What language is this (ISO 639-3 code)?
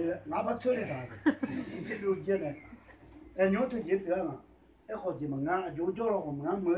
ahk